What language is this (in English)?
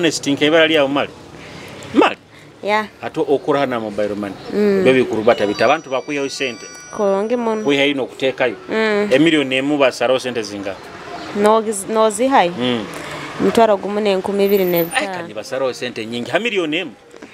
Nyoro